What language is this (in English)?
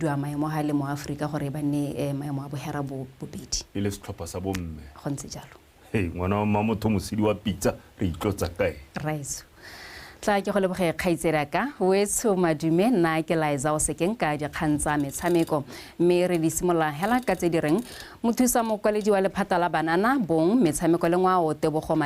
Tswana